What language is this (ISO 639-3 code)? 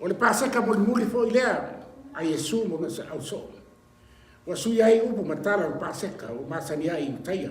smo